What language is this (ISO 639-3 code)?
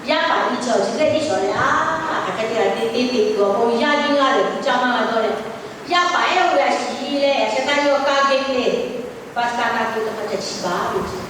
lhu